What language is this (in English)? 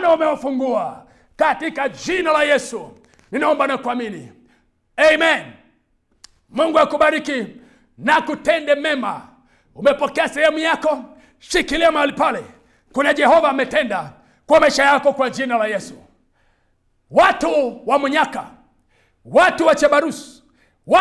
Swahili